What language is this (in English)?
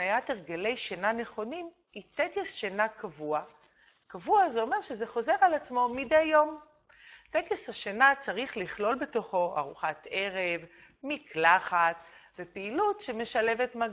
Hebrew